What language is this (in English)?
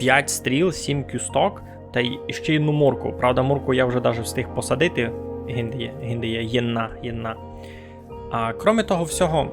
Rusyn